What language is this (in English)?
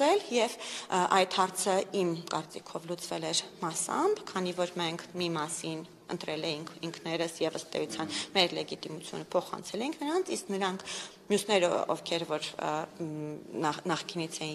Armenian